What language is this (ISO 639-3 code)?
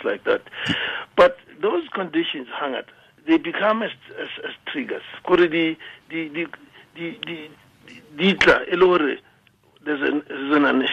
tsn